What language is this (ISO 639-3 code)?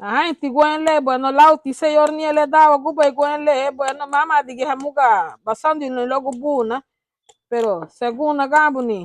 cab